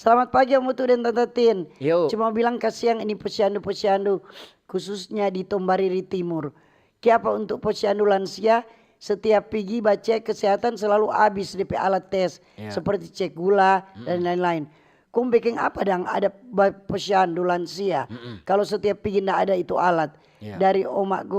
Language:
Manado Malay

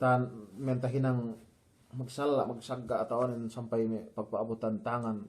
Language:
Yakan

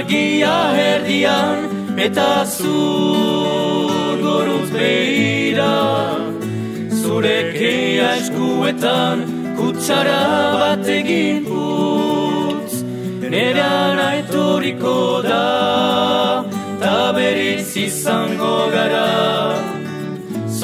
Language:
Basque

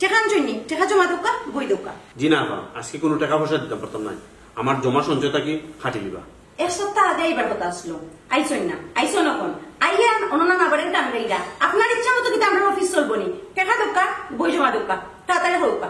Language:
Sylheti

